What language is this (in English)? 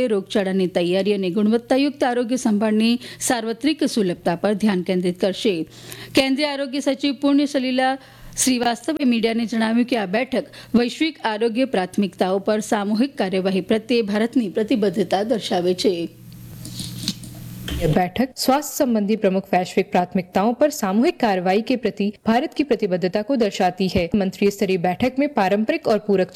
Gujarati